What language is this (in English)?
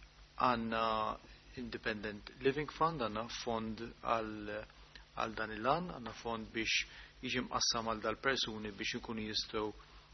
Maltese